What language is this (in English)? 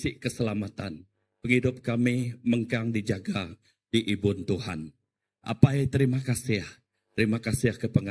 Iban